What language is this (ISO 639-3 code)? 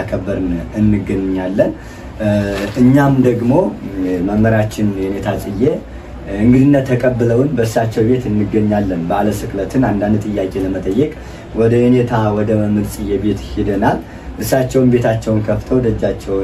amh